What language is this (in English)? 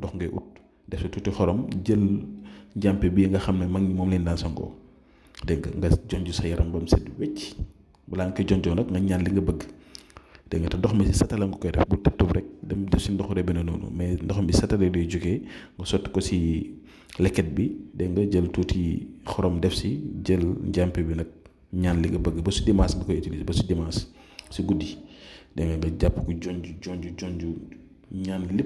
Wolof